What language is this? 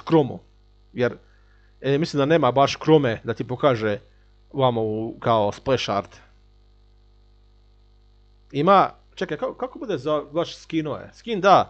Croatian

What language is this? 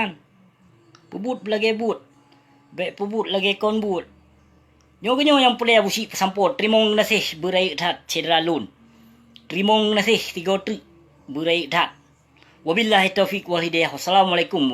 Achinese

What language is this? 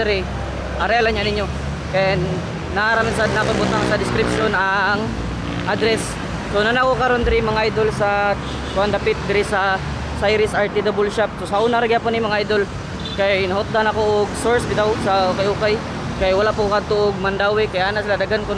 Cebuano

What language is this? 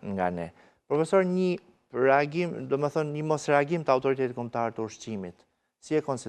Albanian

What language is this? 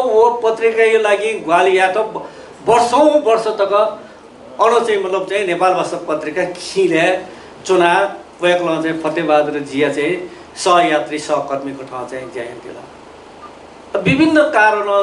Newari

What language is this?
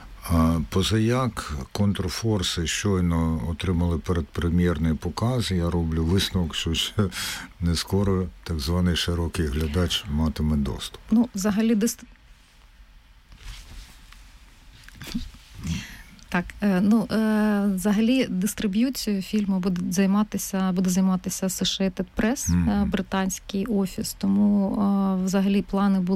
Ukrainian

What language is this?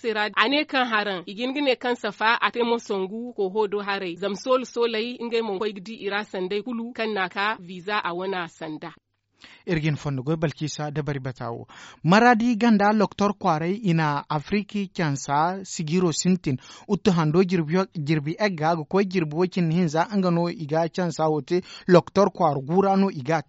Zarma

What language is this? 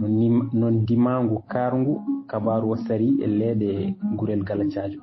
Fula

